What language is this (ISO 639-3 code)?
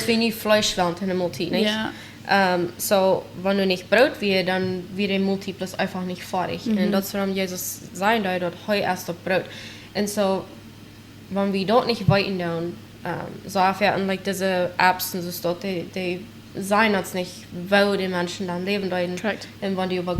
pdt